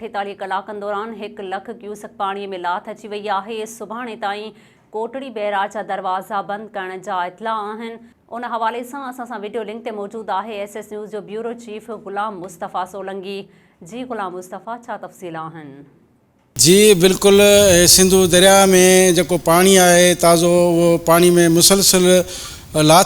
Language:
Sindhi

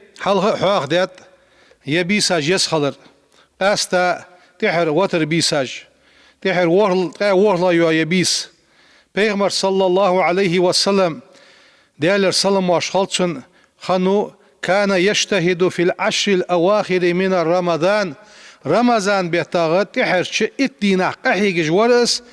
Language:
Ingush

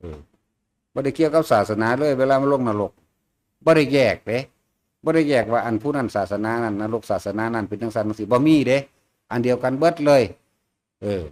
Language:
Northeastern Thai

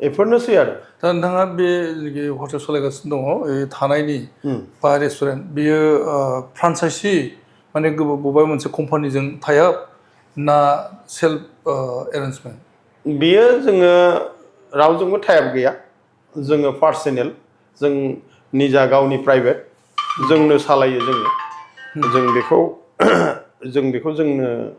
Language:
Bodo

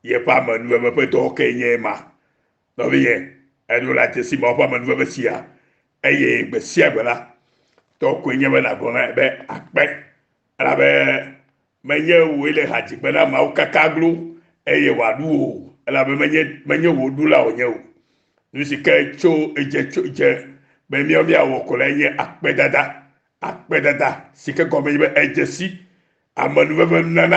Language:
Ewe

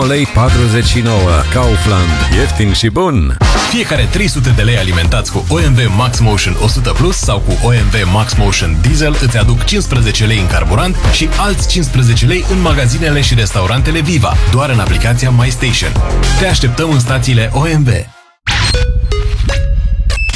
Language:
Romanian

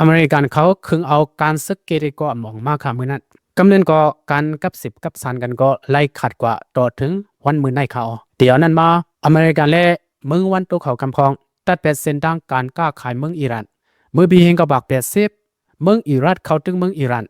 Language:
Shan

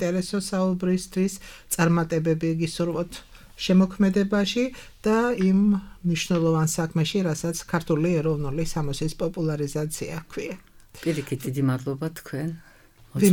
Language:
Georgian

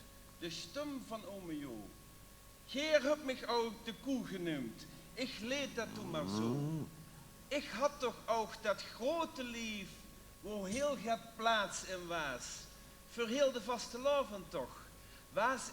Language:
Limburgish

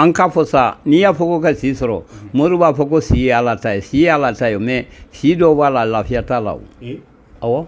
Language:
Bambara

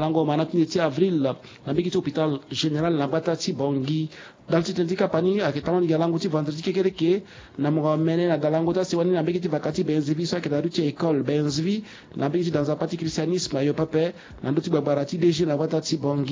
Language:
Sango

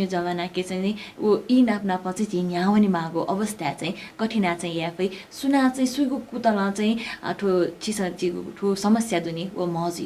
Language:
Newari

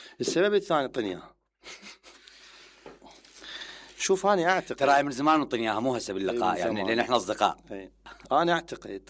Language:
Mesopotamian Arabic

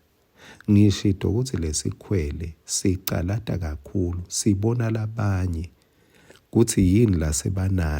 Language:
Swati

